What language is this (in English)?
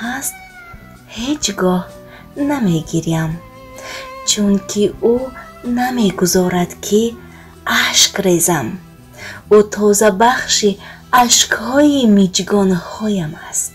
Tajik